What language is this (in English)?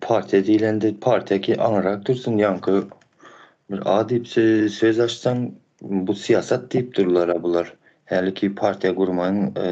Turkmen